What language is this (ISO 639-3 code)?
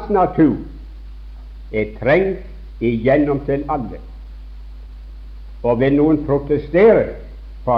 nor